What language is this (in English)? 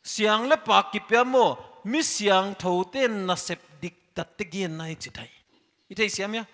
Paite Chin